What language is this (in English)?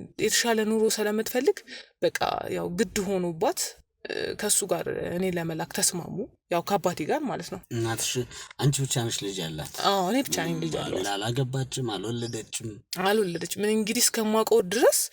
Amharic